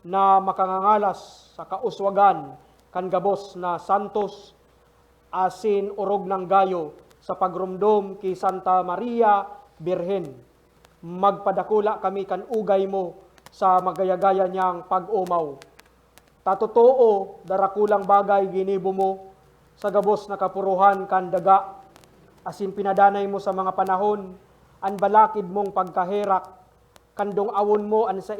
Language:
Bikol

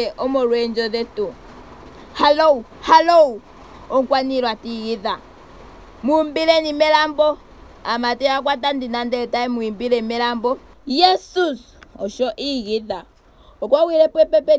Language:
Ndonga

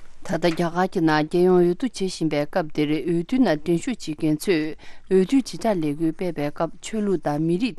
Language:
Tibetan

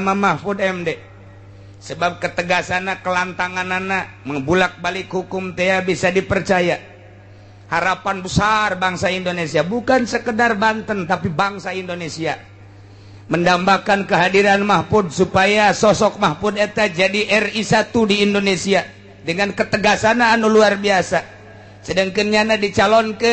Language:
Sundanese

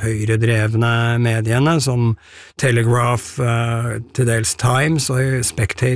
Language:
Norwegian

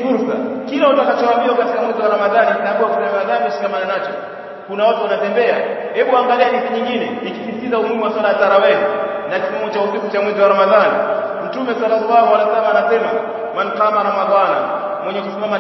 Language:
Swahili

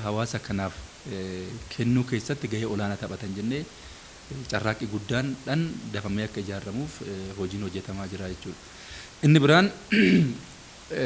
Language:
Oromo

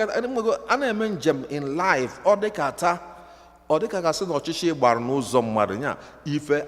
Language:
Igbo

